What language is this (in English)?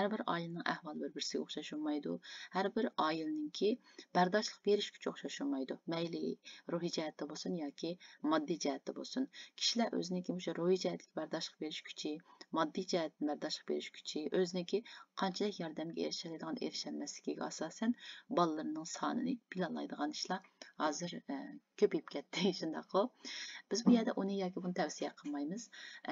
Uyghur